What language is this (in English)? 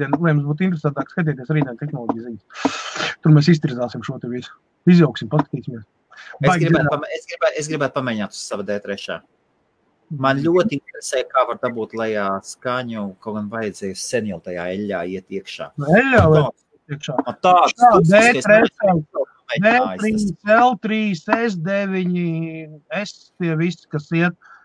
Latvian